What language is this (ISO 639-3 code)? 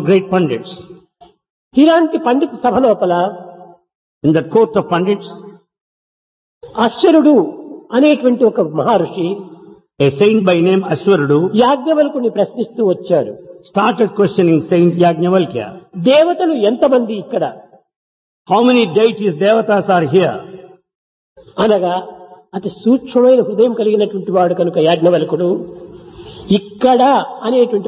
tel